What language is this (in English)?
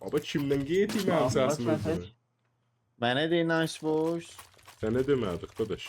South Azerbaijani